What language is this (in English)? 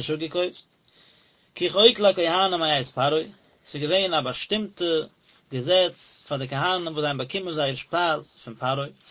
Yiddish